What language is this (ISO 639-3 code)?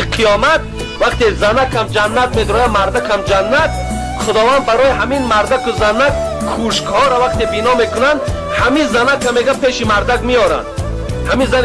tgk